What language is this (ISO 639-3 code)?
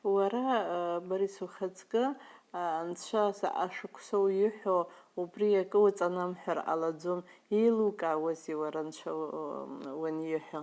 abk